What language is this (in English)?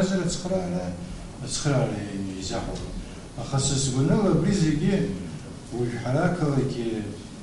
Abkhazian